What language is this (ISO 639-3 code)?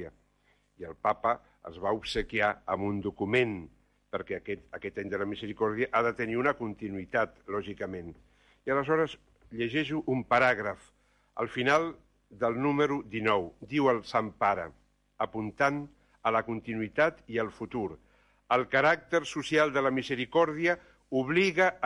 cat